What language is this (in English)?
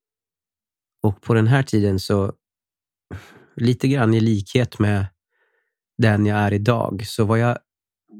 Swedish